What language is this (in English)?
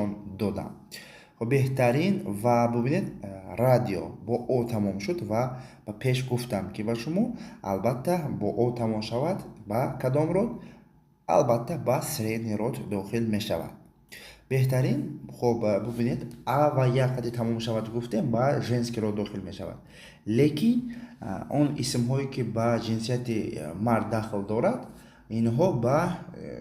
Tajik